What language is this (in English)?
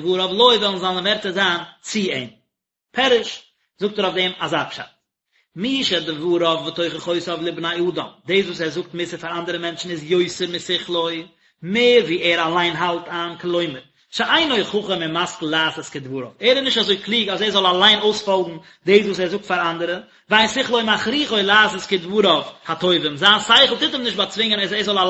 Yiddish